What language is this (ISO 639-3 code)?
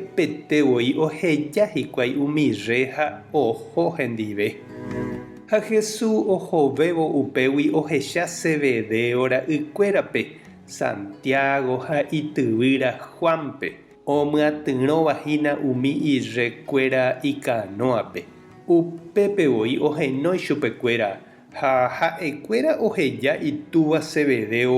grn